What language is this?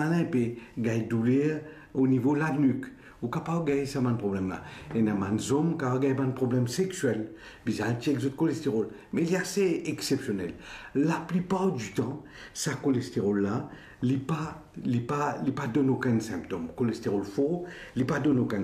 Morisyen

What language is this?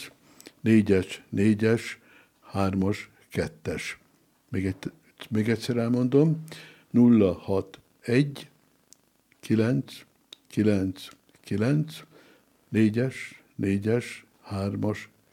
Hungarian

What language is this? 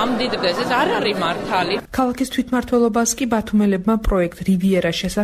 Georgian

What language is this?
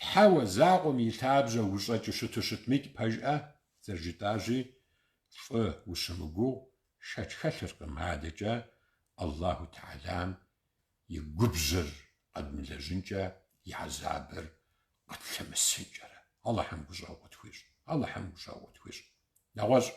Kabardian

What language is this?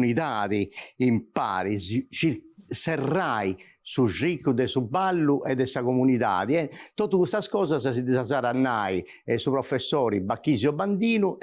Sardinian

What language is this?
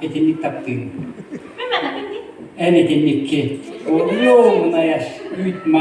Yakut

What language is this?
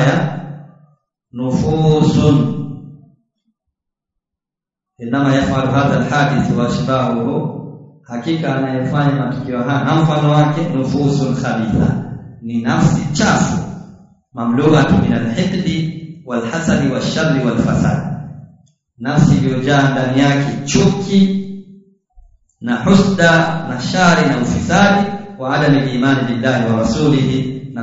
Swahili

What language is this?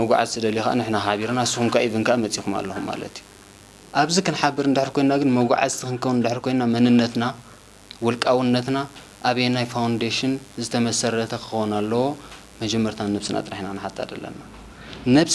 Tigrinya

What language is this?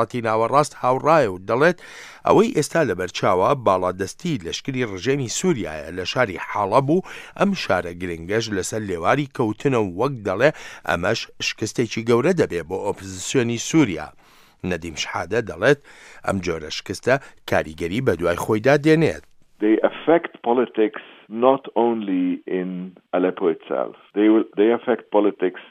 Central Kurdish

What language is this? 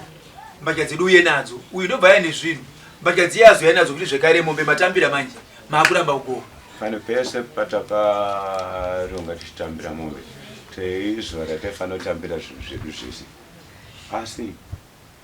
Shona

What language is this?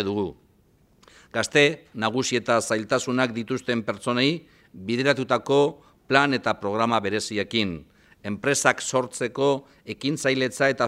Basque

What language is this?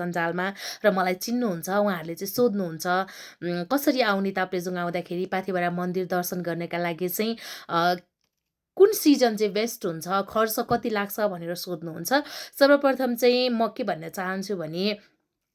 Nepali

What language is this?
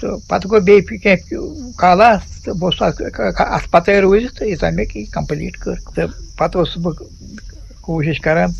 Kashmiri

